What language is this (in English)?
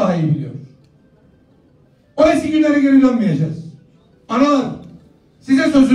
Turkish